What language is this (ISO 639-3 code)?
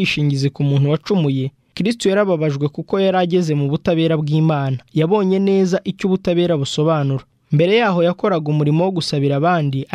kin